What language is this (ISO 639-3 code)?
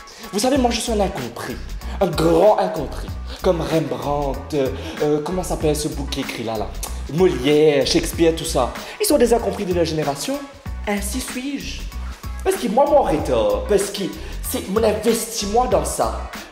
mfe